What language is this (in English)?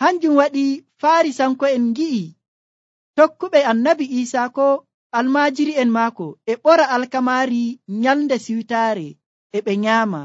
Nigerian Fulfulde